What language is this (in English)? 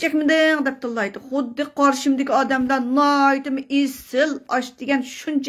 Uyghur